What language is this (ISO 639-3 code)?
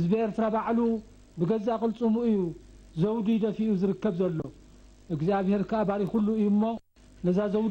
tir